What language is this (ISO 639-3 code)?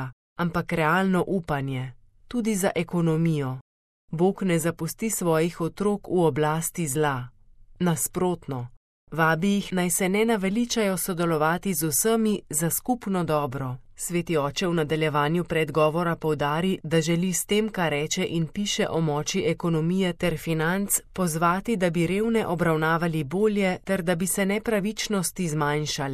slv